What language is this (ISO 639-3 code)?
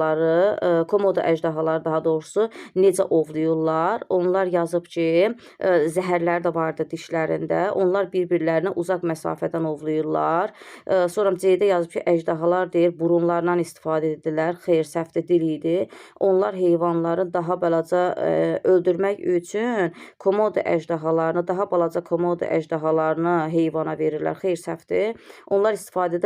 aze